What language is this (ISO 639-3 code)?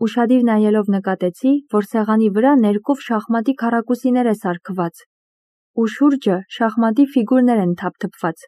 hye